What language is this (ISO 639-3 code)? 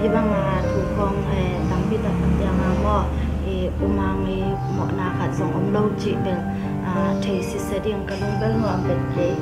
ctd